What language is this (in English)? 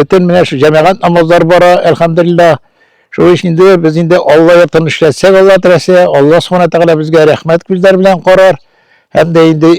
Tatar